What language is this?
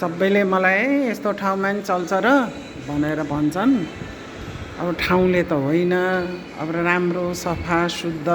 Nepali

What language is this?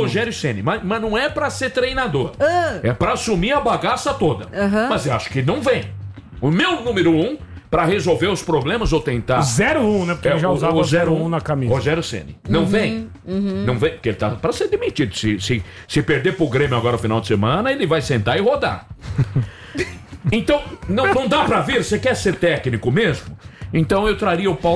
Portuguese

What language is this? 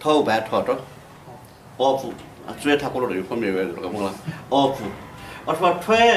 Newari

